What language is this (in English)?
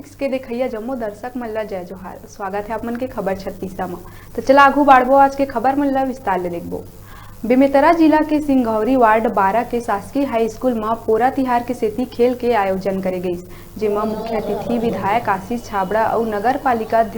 Chhattisgarhi